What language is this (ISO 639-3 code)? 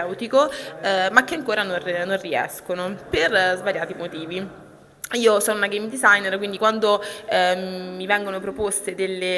ita